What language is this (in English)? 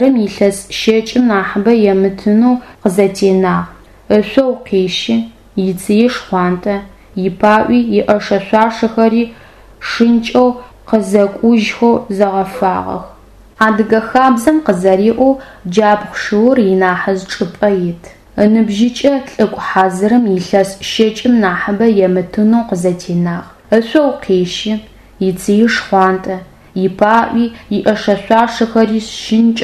Adyghe